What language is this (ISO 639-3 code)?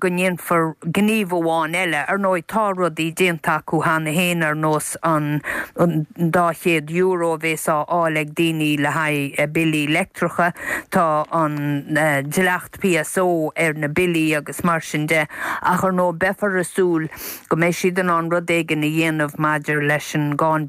gle